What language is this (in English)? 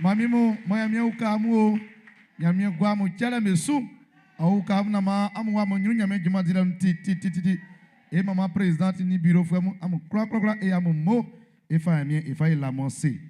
Baoulé